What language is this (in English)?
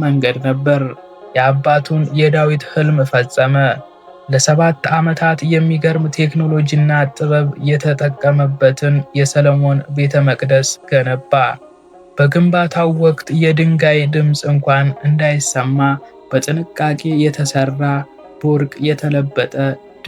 Amharic